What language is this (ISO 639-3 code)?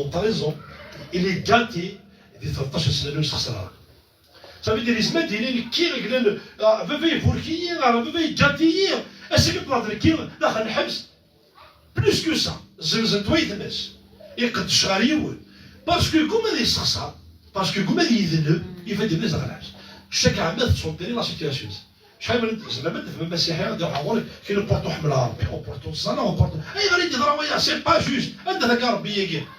kab